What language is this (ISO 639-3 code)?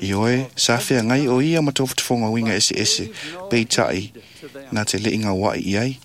smo